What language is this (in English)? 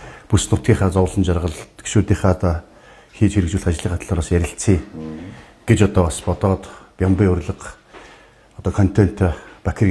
Mongolian